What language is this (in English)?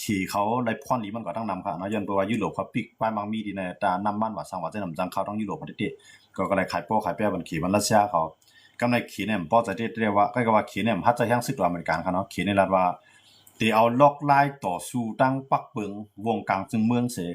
Shan